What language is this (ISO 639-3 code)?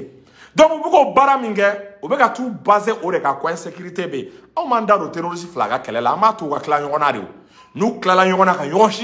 bam